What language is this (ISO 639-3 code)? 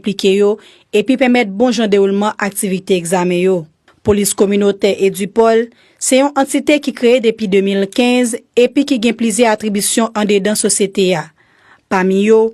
hat